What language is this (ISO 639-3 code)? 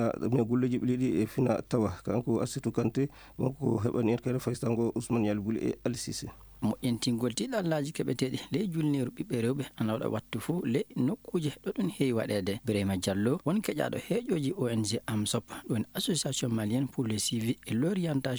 ful